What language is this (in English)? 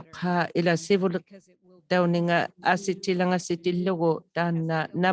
Inuktitut